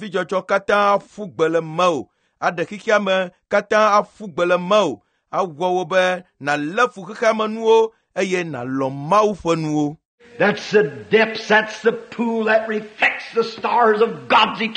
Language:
Ewe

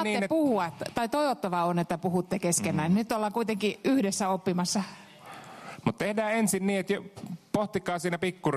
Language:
Finnish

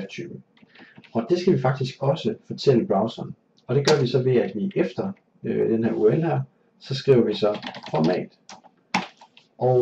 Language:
Danish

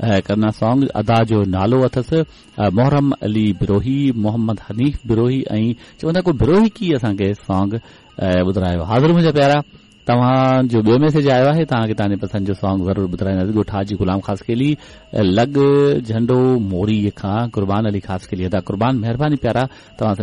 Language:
Sindhi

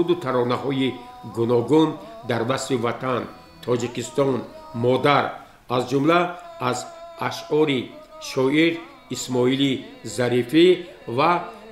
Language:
Tajik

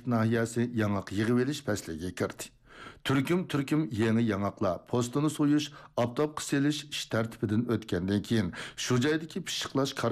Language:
Uyghur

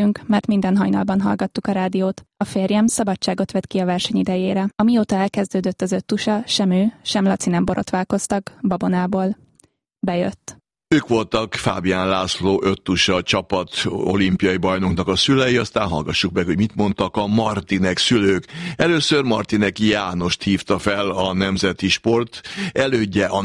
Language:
Hungarian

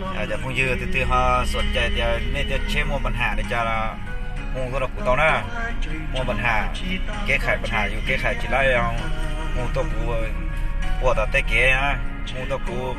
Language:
Hmong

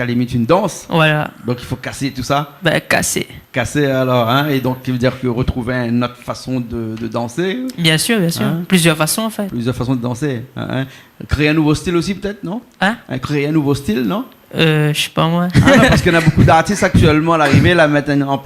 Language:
Réunion Creole French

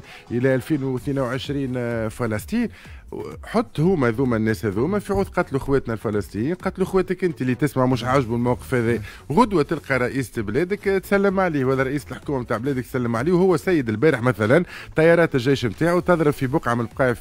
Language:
Tunisian Arabic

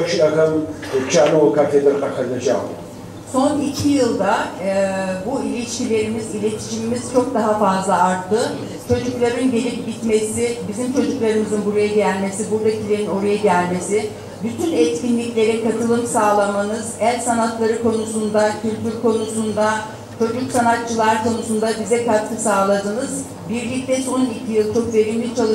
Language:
Adyghe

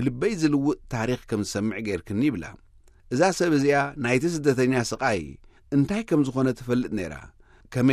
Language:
Tigrinya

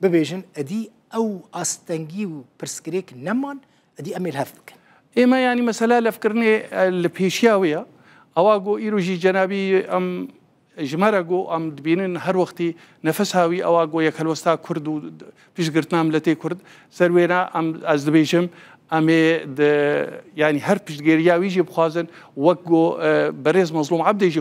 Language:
Kurdish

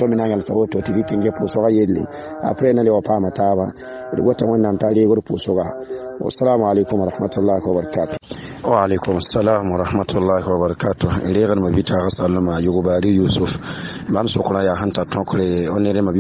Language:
Mossi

